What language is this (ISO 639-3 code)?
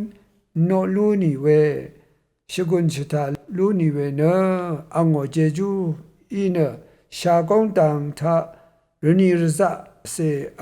raw